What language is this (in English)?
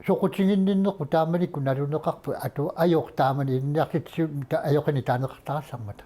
Kalaallisut